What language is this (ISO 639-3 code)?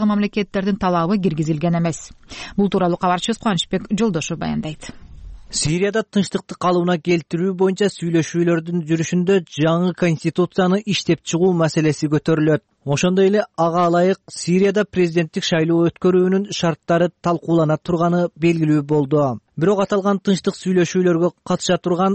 kir